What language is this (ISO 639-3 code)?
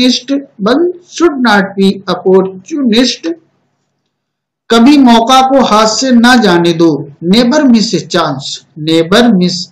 hin